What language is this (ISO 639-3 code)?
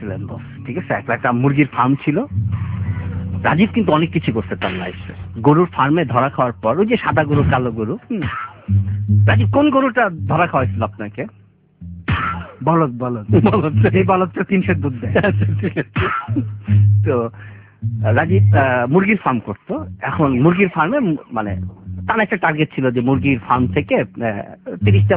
ben